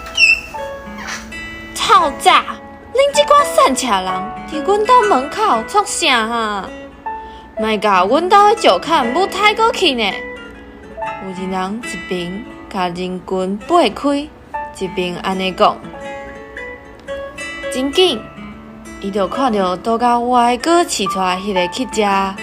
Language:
Min Nan Chinese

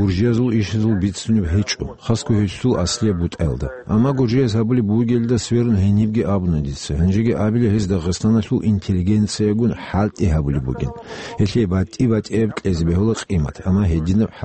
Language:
Avaric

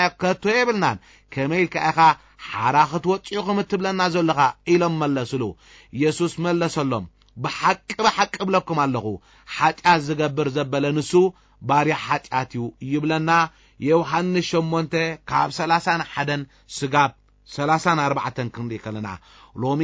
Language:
Tigrinya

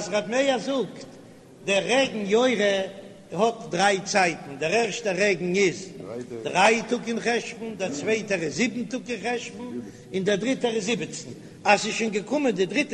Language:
Yiddish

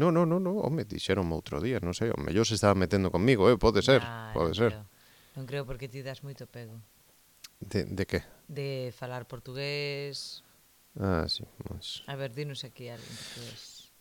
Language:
Galician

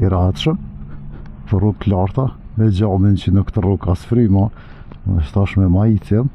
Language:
Albanian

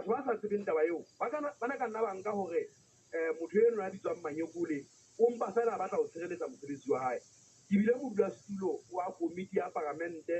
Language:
Southern Sotho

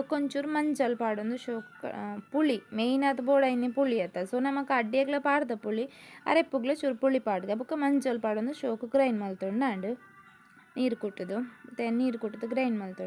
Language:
Tulu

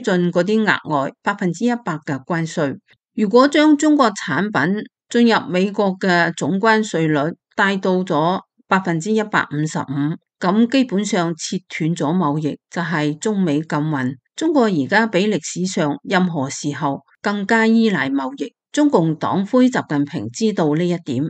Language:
Cantonese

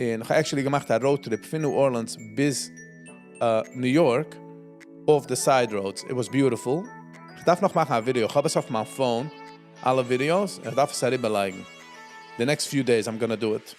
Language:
Yiddish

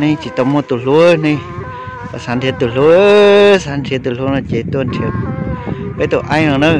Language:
Hmong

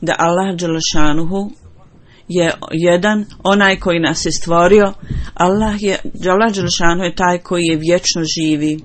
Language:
Bosnian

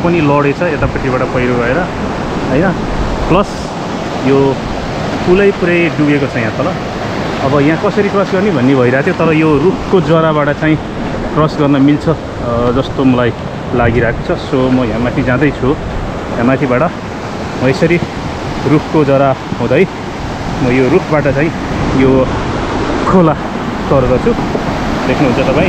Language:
Nepali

